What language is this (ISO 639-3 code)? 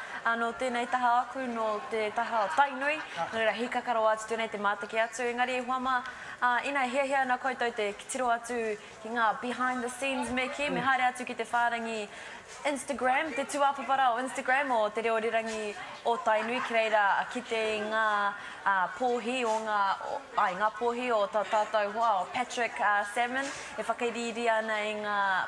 mri